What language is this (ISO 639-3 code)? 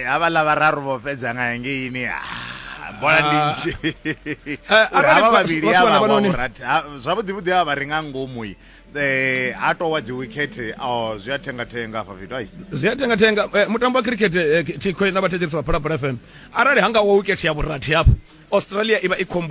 ven